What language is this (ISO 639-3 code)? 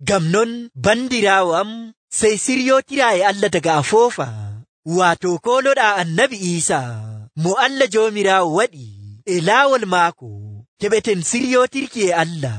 fuv